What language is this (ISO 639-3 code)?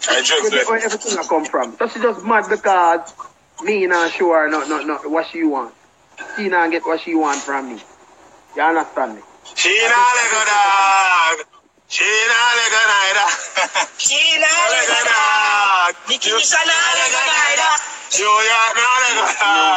jam